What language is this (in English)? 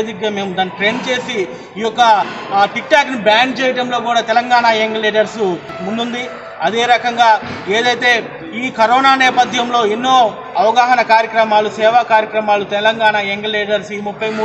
Telugu